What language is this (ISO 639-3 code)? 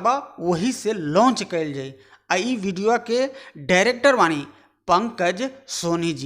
bho